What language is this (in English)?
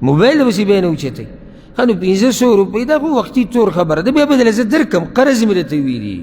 Pashto